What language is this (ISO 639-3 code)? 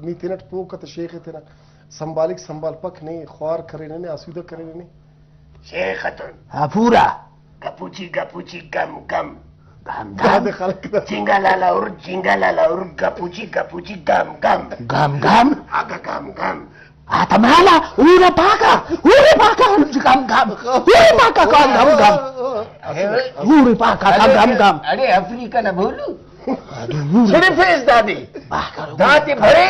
brh